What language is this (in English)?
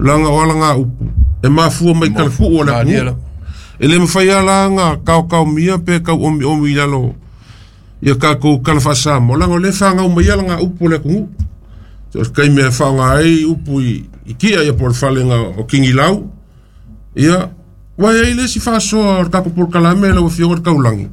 Samoan